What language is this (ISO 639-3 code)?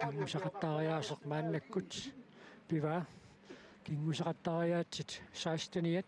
kal